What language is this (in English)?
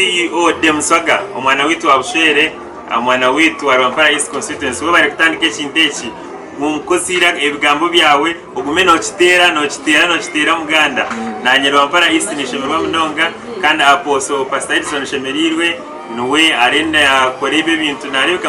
Nyankole